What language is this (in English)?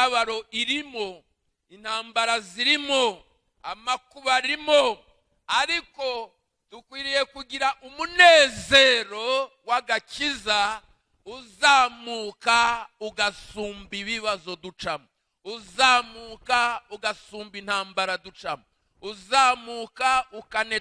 Kinyarwanda